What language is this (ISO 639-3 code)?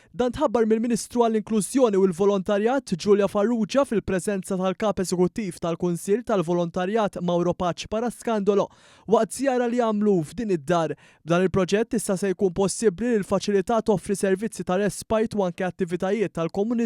mlt